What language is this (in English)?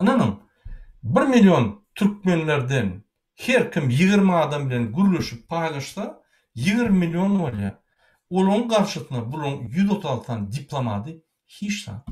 Turkmen